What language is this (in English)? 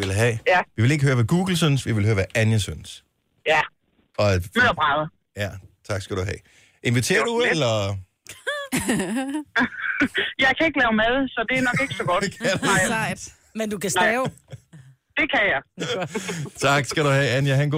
Danish